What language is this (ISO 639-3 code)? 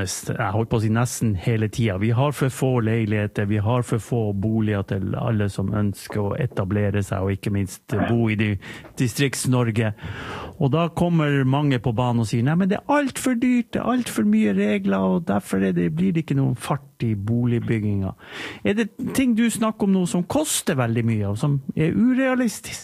nor